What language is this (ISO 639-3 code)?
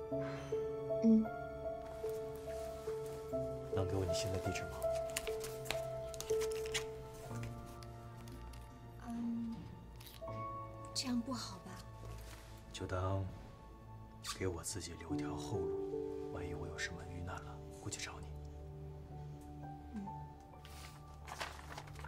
zho